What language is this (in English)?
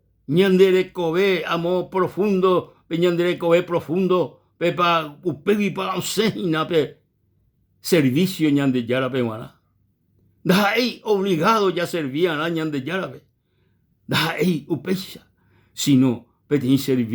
Guarani